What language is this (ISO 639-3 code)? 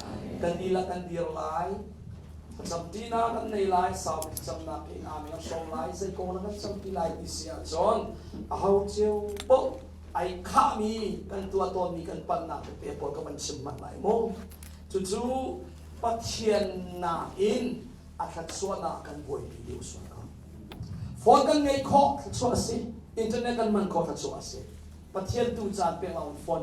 cnh